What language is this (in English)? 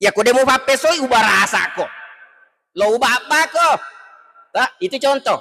Buginese